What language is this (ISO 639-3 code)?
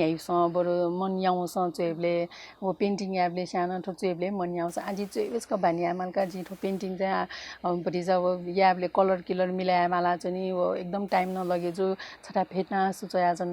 new